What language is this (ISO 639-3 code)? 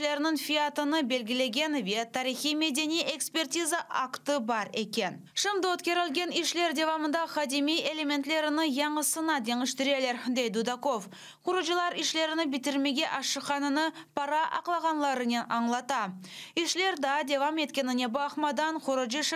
crh